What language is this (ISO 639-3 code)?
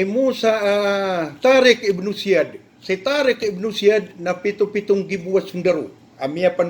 mrw